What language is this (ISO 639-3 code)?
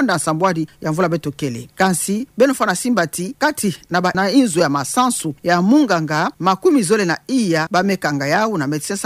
ktu